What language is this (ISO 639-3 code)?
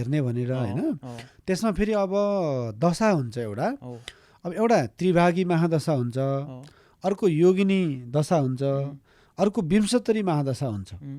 nep